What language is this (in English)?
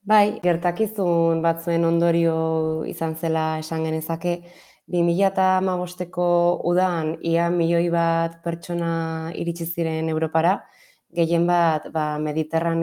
Basque